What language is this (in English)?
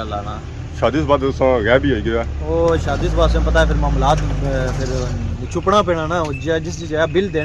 Pahari-Potwari